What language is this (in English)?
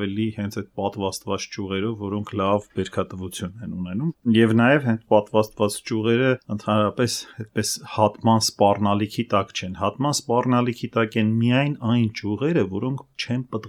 Armenian